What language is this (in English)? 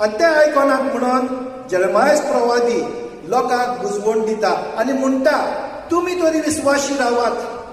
Konkani